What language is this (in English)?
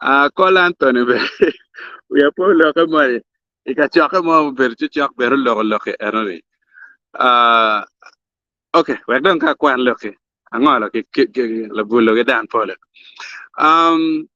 Acoli